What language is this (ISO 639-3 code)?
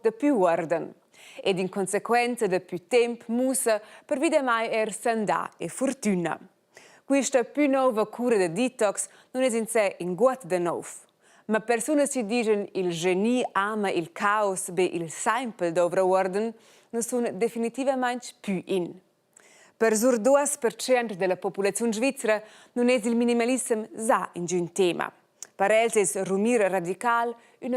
roh